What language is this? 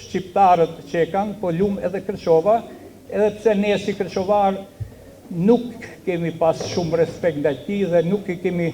Albanian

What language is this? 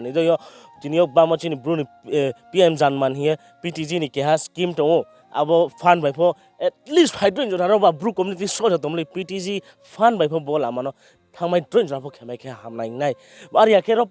Riang (India)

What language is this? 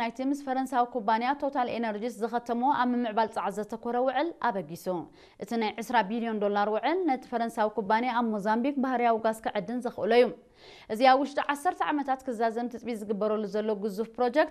Tigrinya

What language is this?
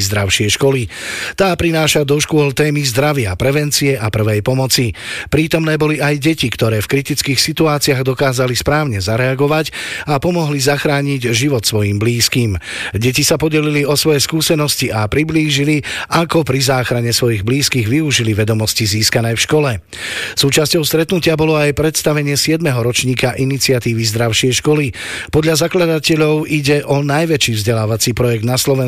Slovak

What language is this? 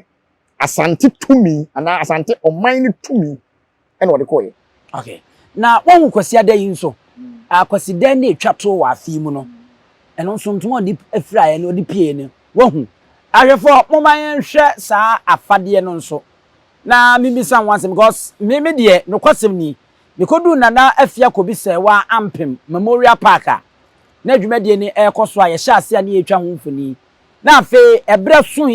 Akan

